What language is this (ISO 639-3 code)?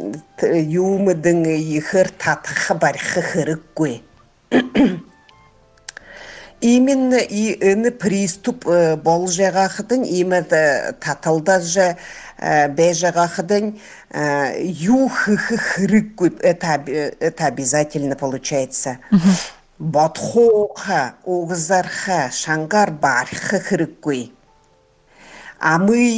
bua